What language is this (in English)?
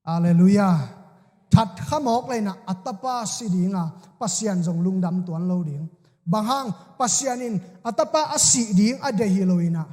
Tedim Chin